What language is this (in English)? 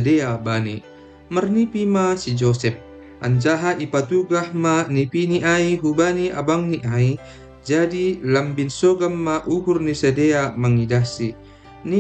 Batak Simalungun